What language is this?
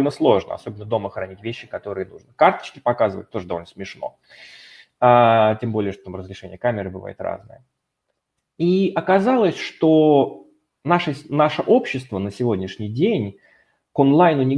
Russian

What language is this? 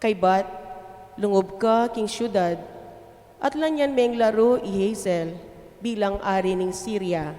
Pampanga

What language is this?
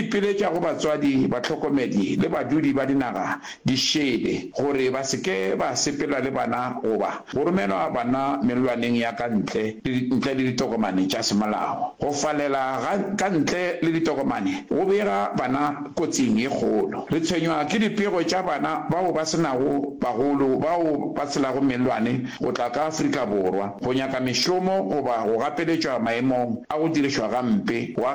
Northern Sotho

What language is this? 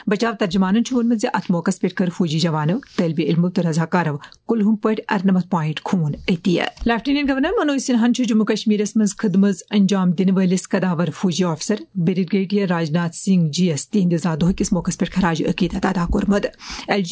Kashmiri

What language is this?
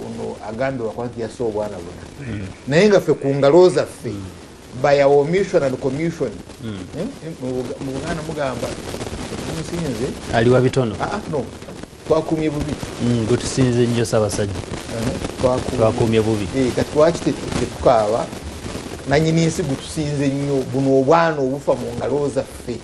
Ganda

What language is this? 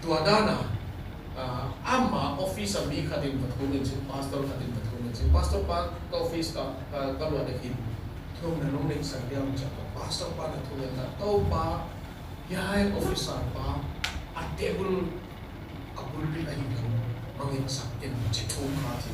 Tedim Chin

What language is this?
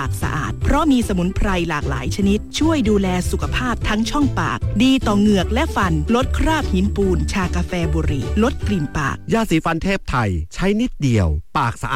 Thai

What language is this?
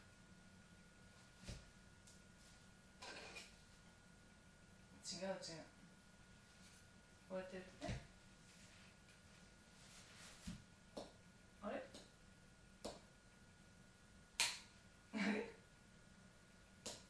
Japanese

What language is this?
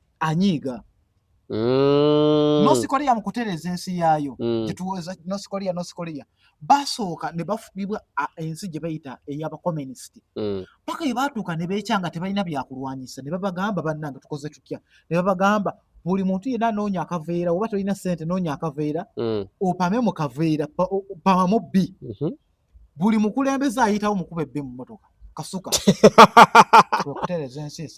Ganda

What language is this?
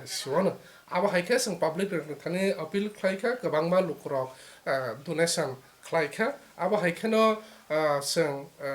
Kok Borok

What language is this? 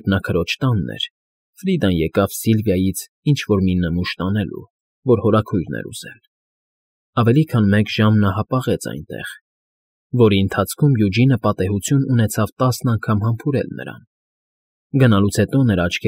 Armenian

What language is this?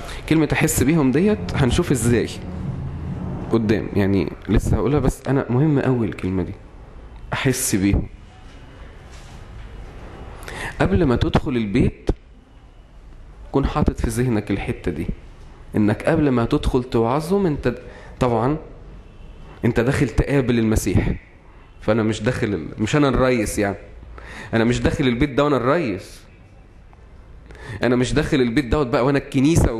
Egyptian Arabic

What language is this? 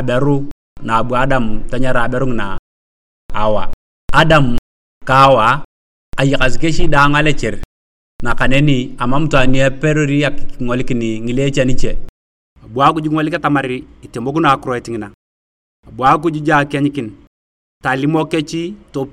Turkana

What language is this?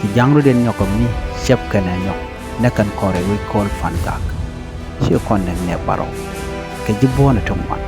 Nuer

